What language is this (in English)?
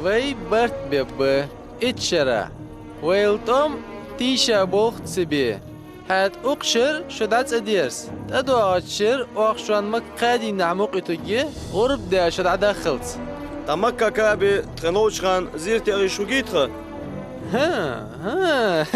Ingush